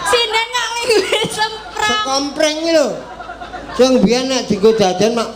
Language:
Javanese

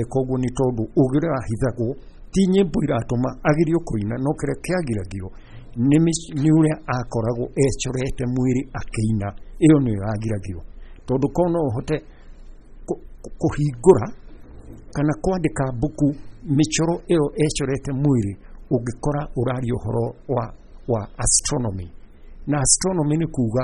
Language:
Kikuyu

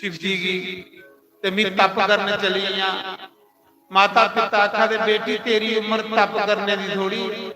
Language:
Dogri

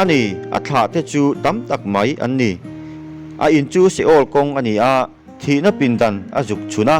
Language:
Mizo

